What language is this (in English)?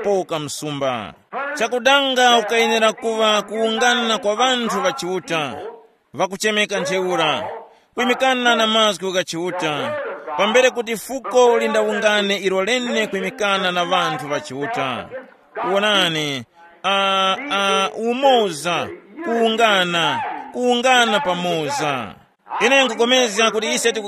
Tumbuka